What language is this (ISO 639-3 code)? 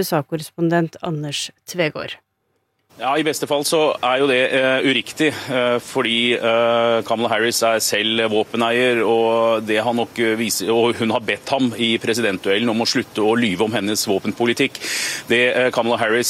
nor